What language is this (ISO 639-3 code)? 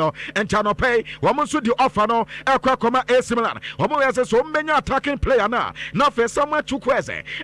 aka